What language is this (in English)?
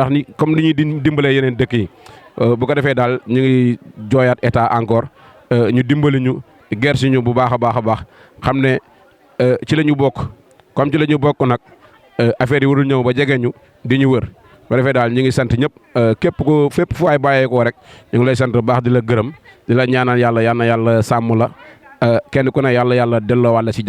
Wolof